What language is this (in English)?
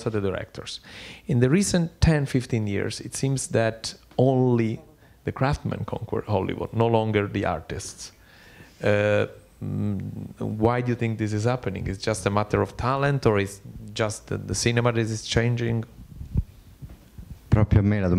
Italian